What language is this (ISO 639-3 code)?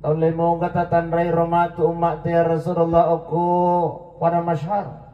bug